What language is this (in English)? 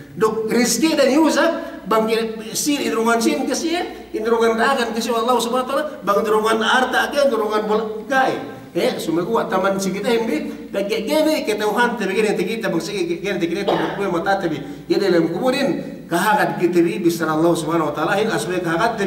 Yakan